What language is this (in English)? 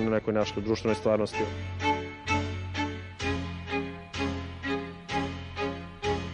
Serbian